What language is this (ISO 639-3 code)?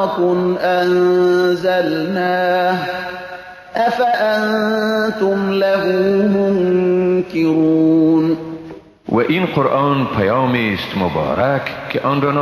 fas